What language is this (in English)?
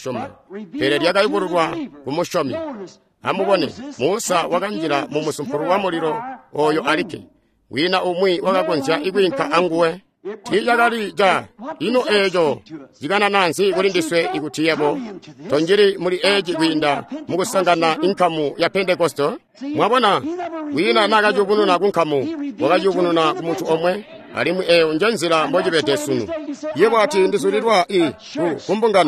Tonga (Zambia)